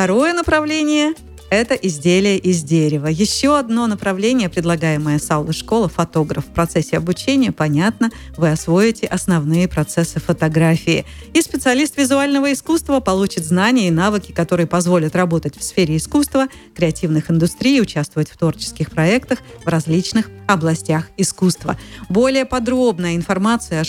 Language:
Russian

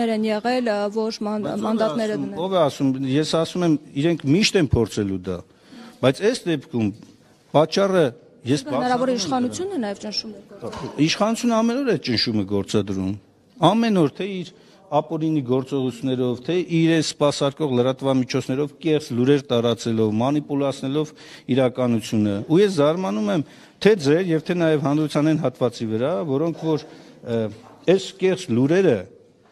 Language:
Armenian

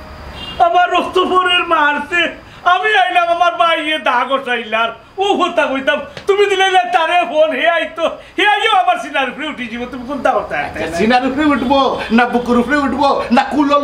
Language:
Sylheti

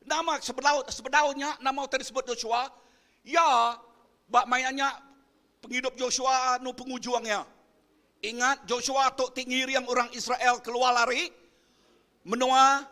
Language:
Iban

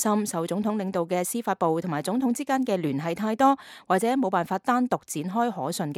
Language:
Cantonese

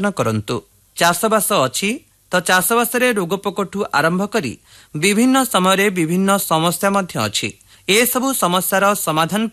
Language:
Odia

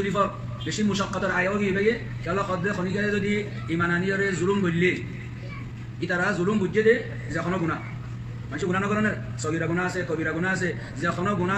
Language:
Rohingya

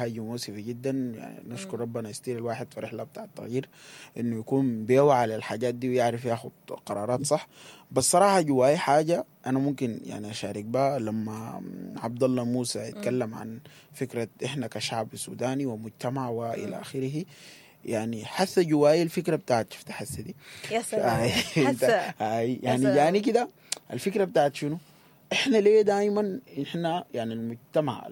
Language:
Sudanese Arabic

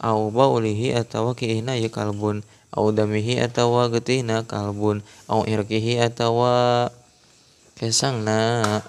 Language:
Sundanese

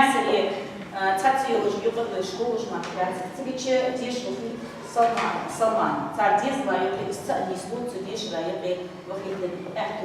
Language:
Ingush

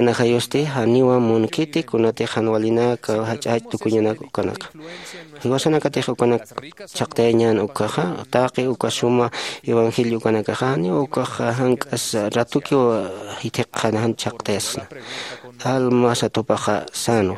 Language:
Aymara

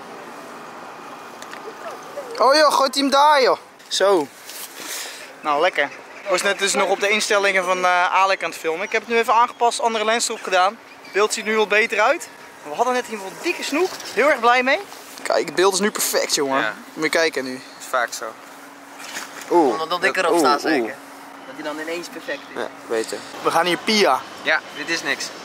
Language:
Dutch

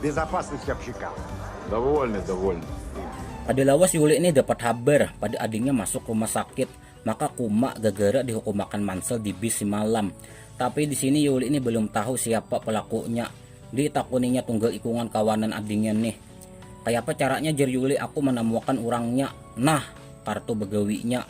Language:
Banjar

